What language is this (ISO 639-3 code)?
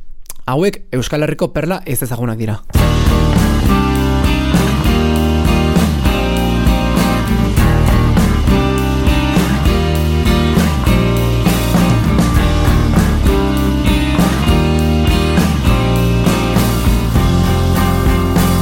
eus